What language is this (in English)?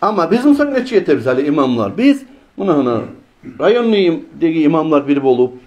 Kumyk